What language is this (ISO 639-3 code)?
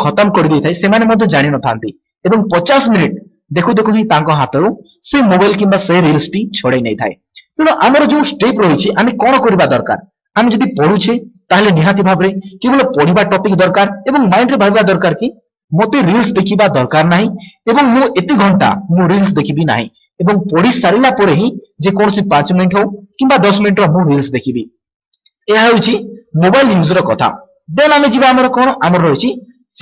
ori